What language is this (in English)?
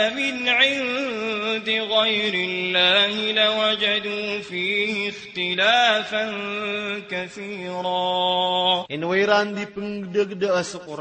Maranao